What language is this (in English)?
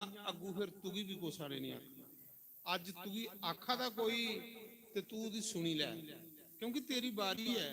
Dogri